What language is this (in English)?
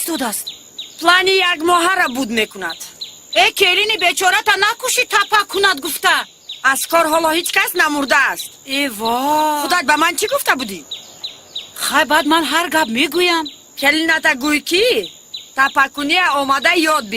Tajik